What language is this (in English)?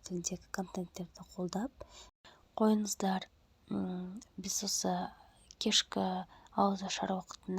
Kazakh